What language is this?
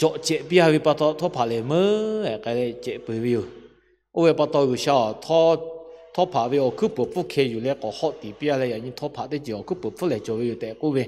Lahu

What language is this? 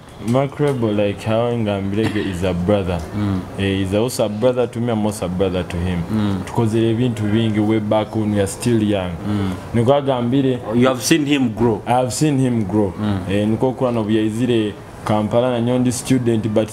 Nyoro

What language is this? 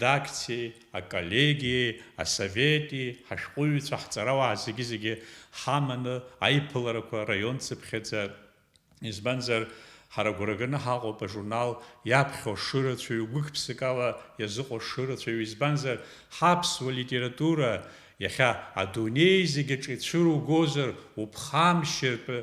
Abkhazian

